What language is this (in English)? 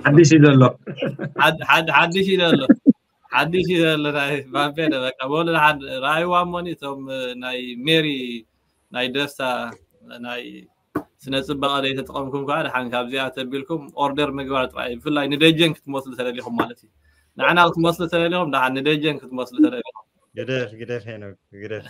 Tigrinya